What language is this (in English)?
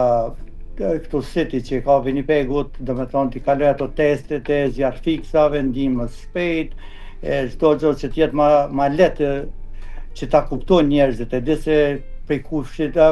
Albanian